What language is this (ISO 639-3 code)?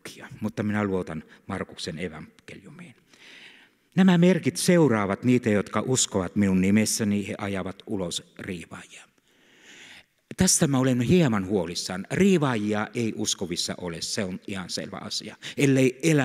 fin